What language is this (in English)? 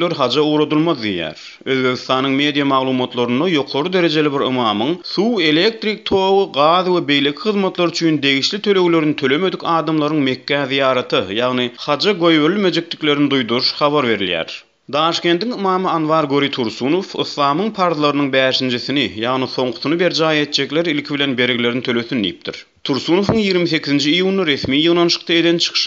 Turkmen